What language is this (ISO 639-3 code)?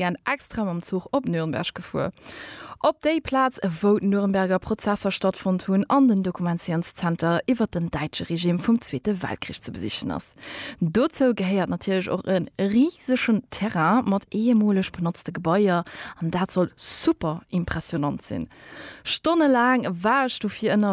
ltz